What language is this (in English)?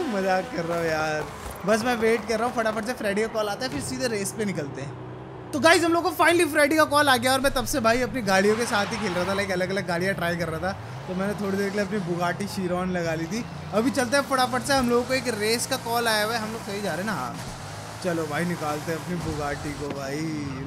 Hindi